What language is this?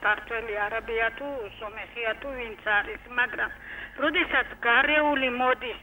Georgian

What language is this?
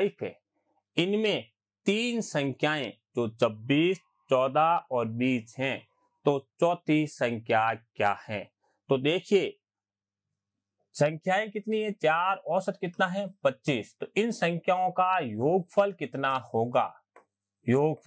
Hindi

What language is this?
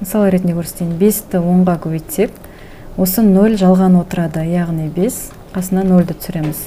Kazakh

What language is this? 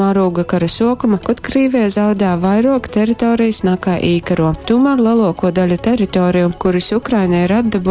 Latgalian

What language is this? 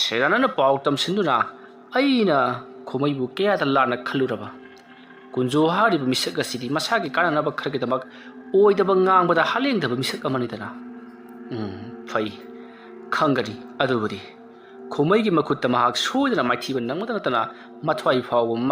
Manipuri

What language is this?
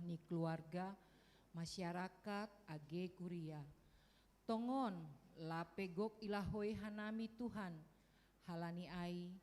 Batak Simalungun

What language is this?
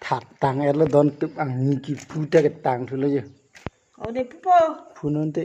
Karbi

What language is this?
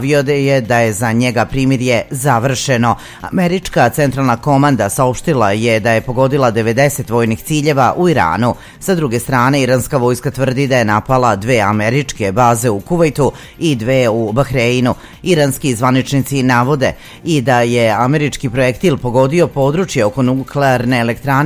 Serbian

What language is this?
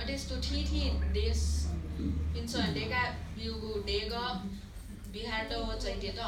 Newari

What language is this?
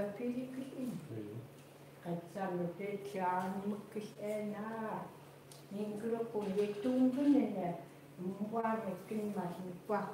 Chukot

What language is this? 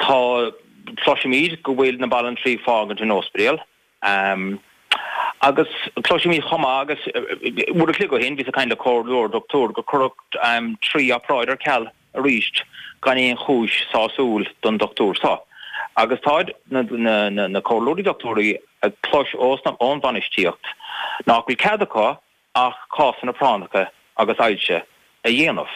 Irish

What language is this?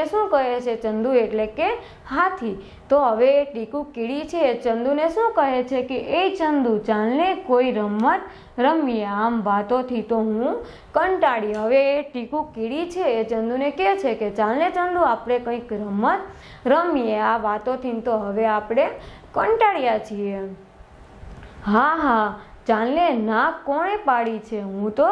Gujarati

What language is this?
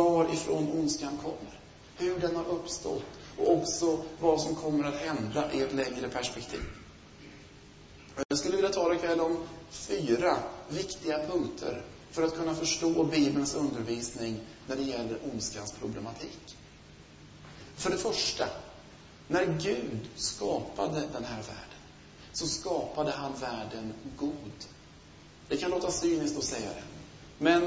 Swedish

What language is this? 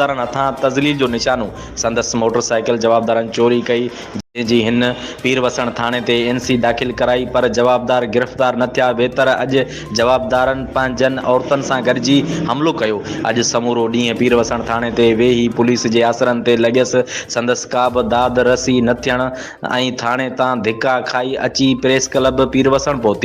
Sindhi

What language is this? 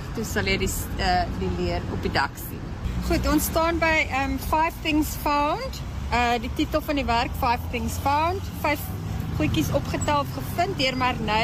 Afrikaans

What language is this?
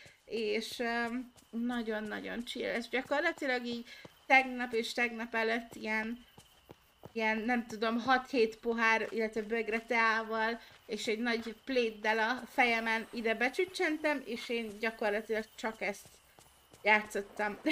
Hungarian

